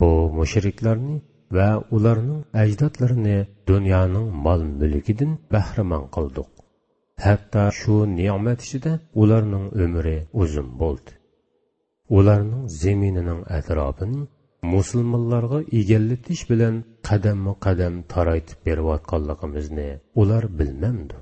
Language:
Uyghur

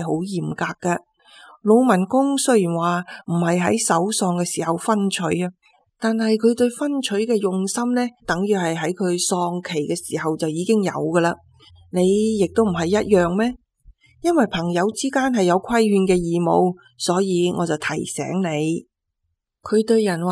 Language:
Cantonese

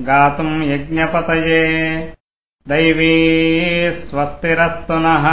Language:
Sanskrit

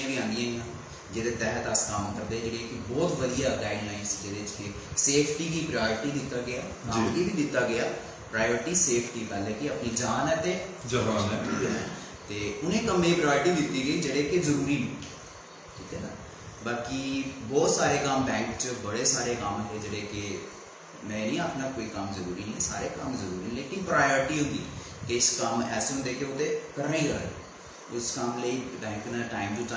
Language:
Dogri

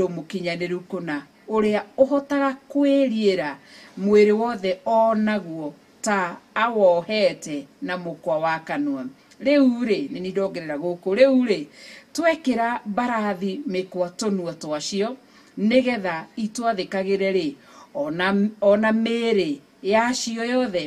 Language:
Kikuyu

